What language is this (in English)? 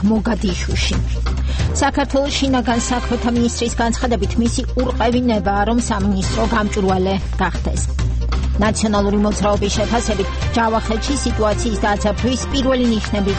Georgian